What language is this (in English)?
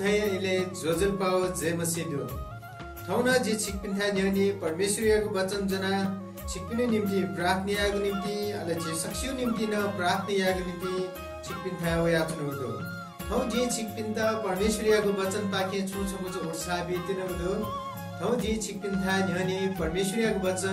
Newari